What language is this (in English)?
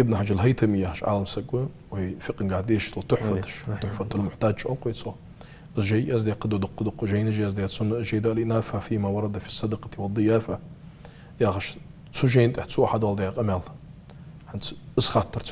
Ingush